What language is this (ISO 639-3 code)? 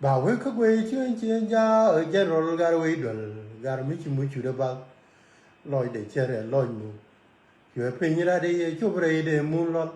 nus